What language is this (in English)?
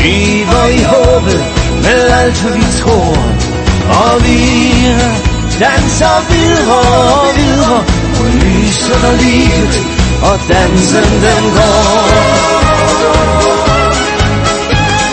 Danish